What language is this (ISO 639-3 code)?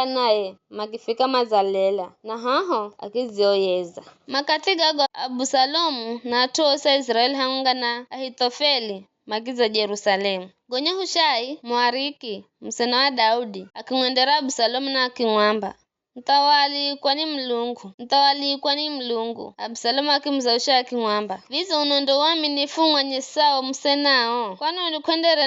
nyf